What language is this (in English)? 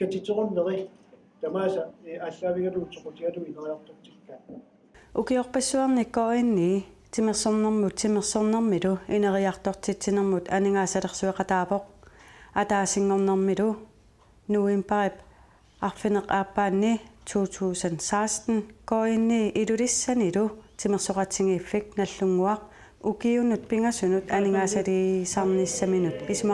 Kalaallisut